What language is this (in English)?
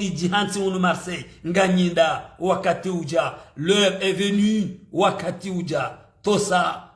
Ngazidja Comorian